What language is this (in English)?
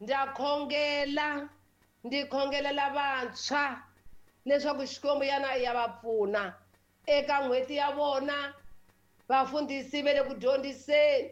Tsonga